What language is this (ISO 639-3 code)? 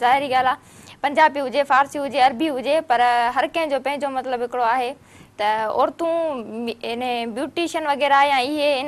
snd